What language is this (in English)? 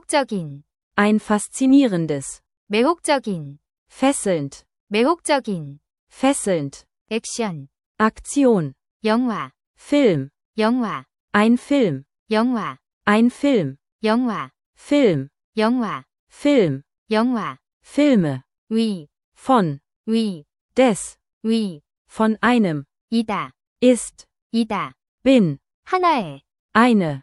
Korean